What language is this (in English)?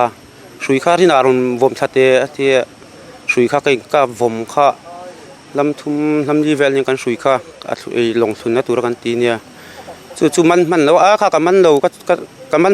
Mizo